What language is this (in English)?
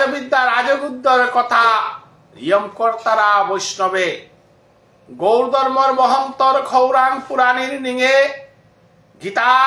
Bishnupriya